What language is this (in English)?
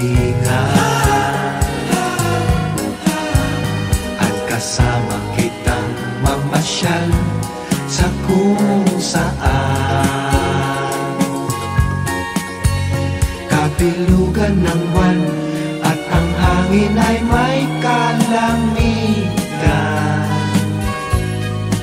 Filipino